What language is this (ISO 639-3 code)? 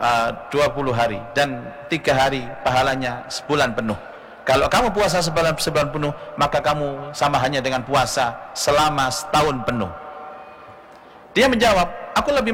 ind